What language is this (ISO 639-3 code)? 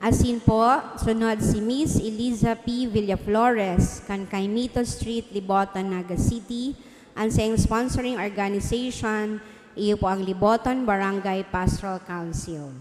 bik